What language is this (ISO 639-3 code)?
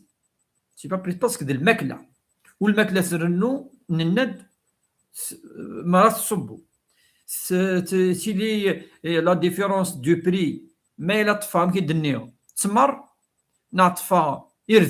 kab